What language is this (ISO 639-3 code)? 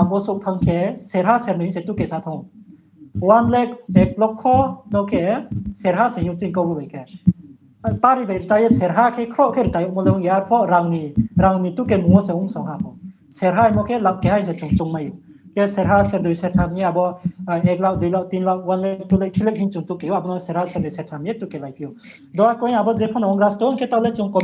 ria